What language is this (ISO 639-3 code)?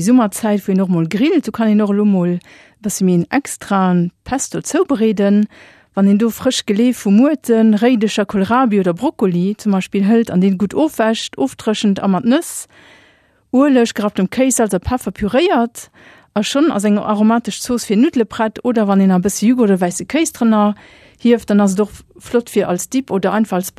ltz